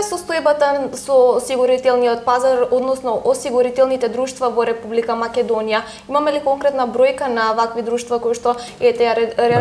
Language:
Macedonian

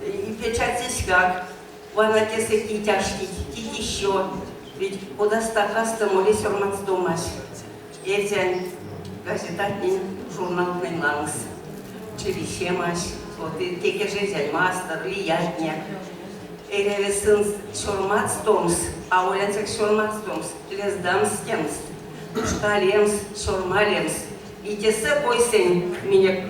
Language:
Erzya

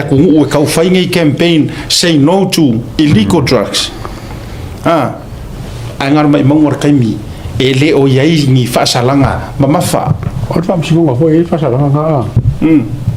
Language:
Samoan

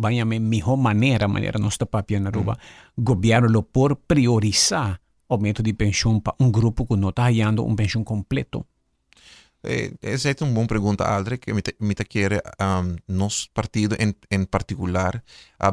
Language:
Papiamento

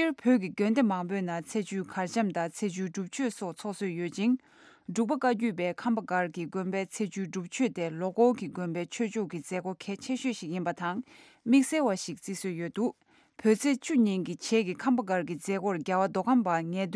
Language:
Tibetan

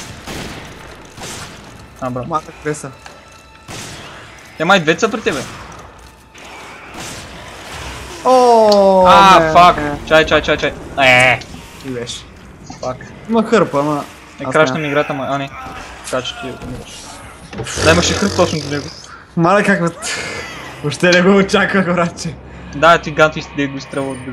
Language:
Bulgarian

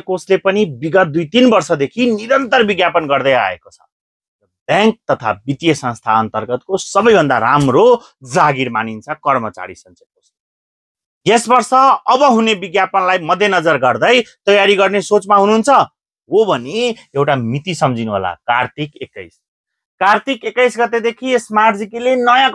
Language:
Nepali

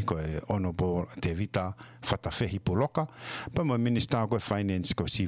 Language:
Tongan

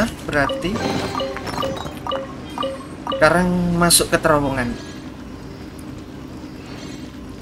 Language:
Indonesian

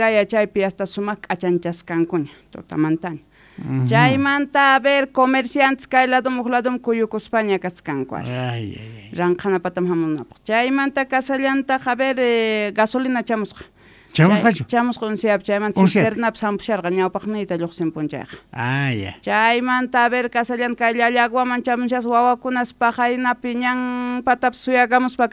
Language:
Quechua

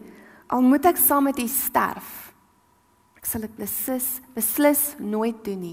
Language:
Afrikaans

